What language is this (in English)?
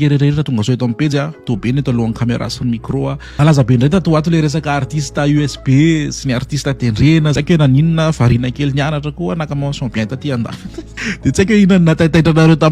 Malagasy